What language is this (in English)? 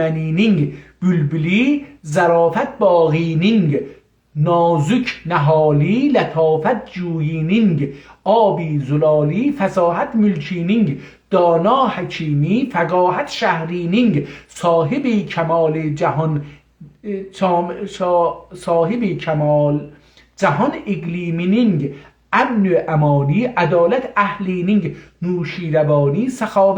South Azerbaijani